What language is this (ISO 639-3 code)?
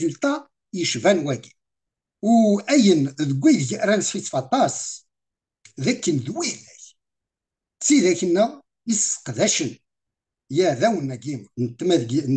kab